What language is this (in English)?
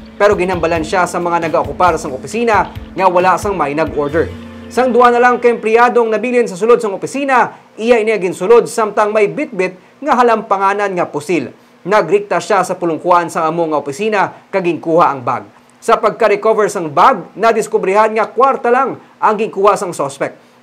Hiligaynon